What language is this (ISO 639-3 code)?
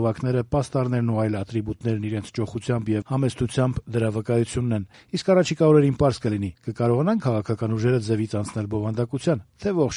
hye